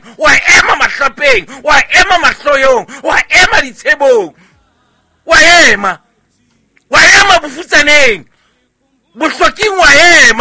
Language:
Southern Sotho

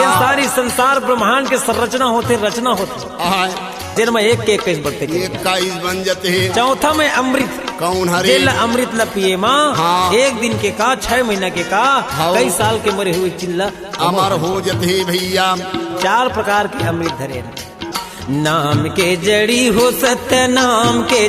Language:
Chhattisgarhi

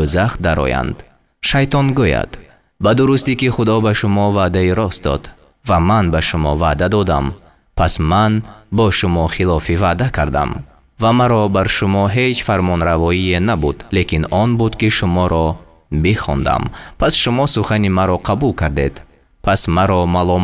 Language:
Persian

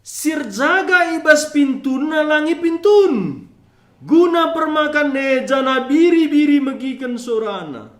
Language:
Batak Karo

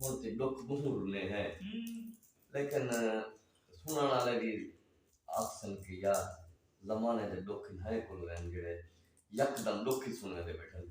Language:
Saraiki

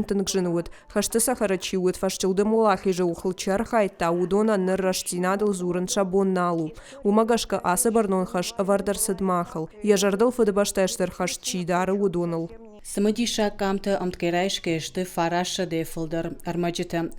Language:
Ossetic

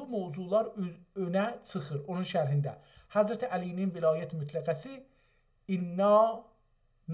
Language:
South Azerbaijani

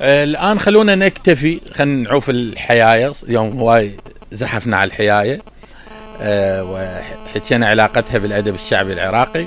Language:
Mesopotamian Arabic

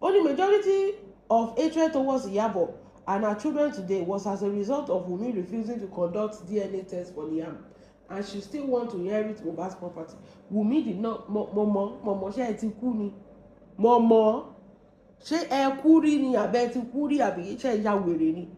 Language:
Yoruba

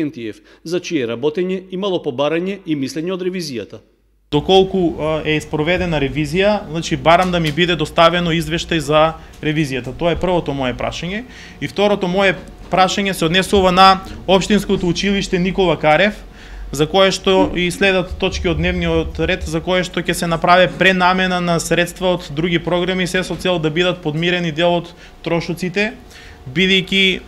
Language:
Macedonian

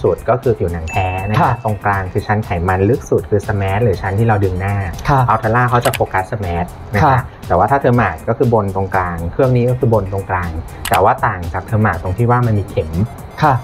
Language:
Thai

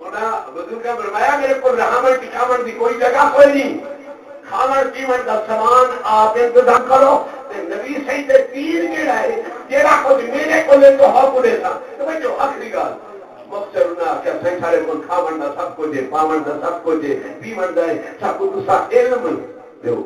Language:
Saraiki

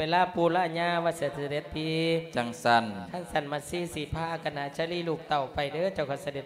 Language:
Lao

